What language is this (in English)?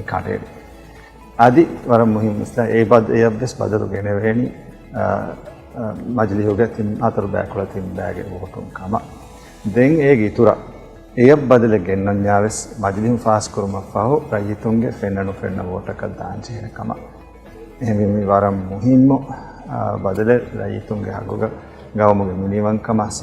Divehi